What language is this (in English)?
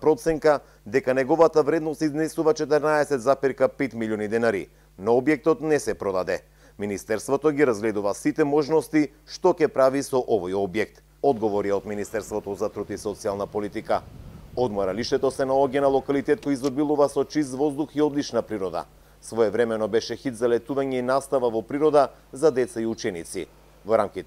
Macedonian